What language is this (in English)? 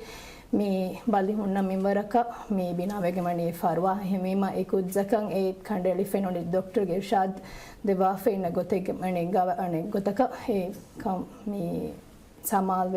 Divehi